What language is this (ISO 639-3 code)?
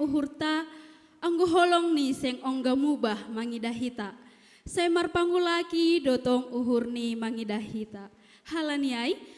bts